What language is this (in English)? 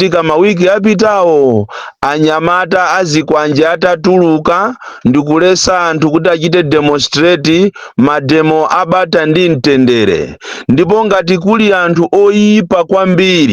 Nyanja